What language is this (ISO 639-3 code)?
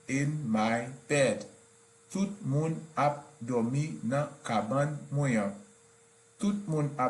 hat